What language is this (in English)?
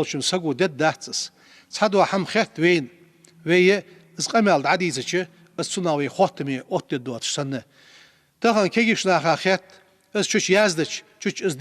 Ingush